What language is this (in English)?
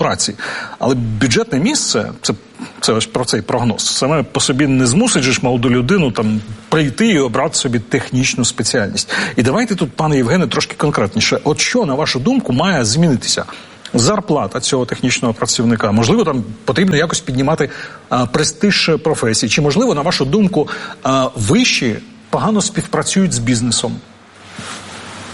Ukrainian